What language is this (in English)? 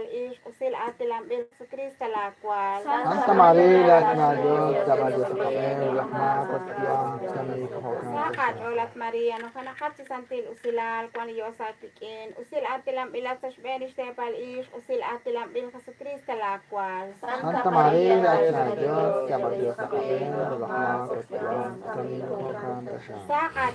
Kekchí